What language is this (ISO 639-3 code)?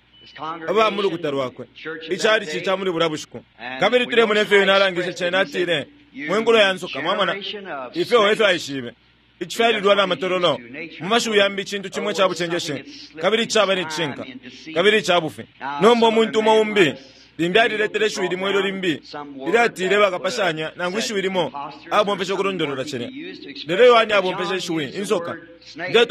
bem